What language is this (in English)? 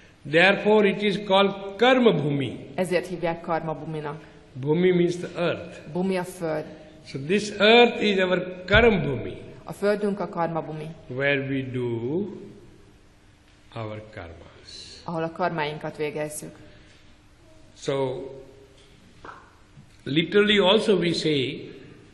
Hungarian